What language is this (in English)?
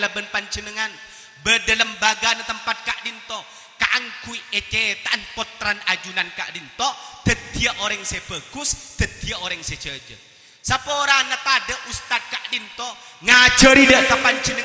Madurese